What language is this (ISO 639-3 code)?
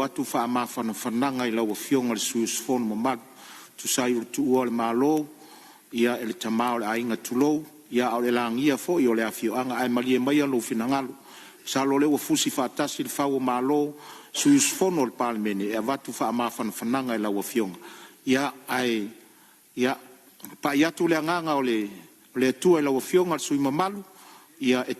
smo